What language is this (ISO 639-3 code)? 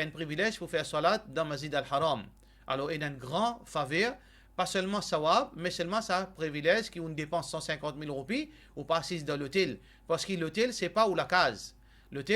mfe